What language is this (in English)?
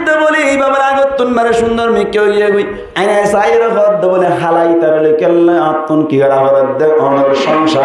Rohingya